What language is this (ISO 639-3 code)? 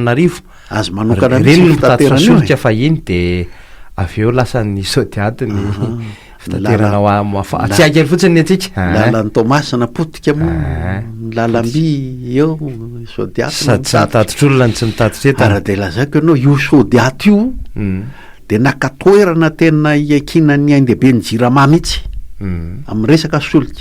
mlg